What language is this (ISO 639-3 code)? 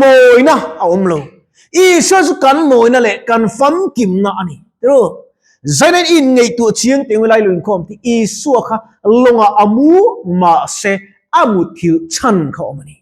lus